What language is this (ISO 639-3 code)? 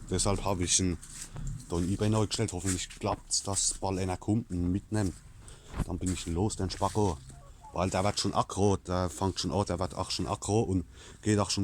pfl